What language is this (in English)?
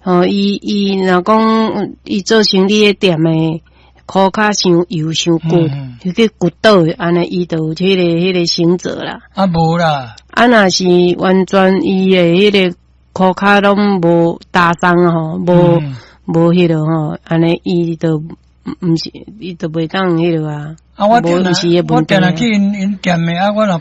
Min Nan Chinese